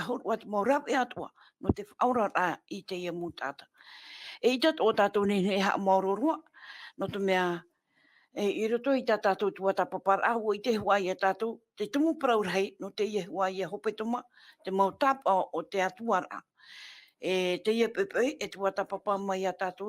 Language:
Tahitian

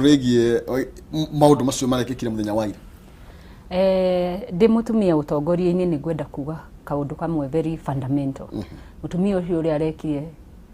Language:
Kikuyu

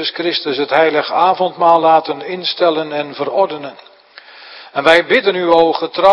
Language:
Dutch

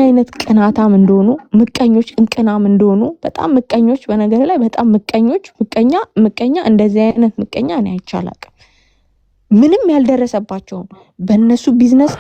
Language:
Amharic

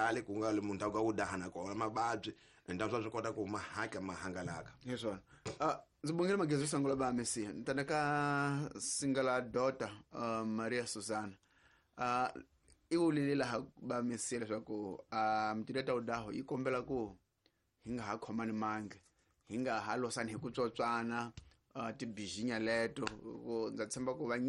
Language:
Tsonga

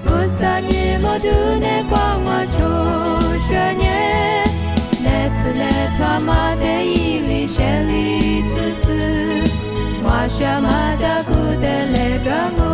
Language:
Lisu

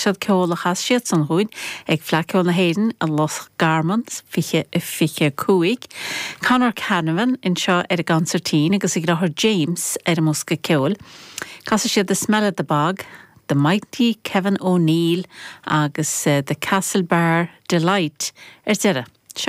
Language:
Irish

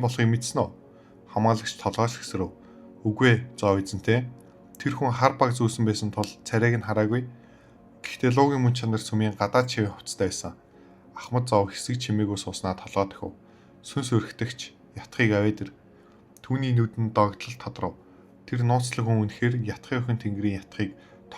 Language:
Mongolian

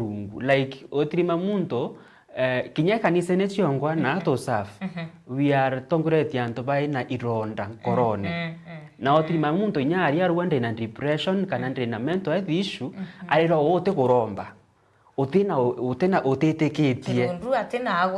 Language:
Meru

